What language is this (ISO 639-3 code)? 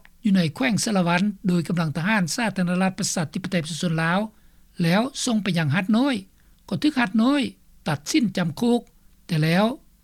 lao